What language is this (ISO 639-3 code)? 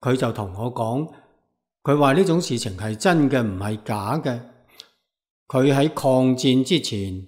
yue